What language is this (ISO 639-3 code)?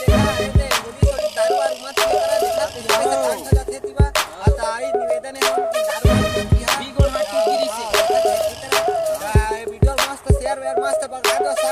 hne